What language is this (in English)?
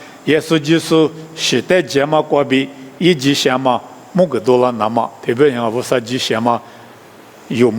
Lisu